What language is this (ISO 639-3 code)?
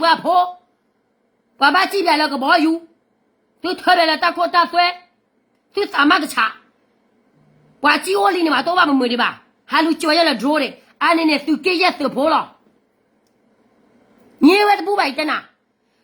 ksw